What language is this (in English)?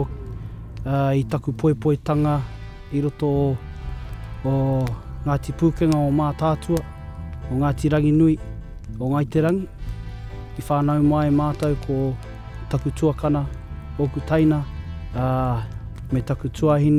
Māori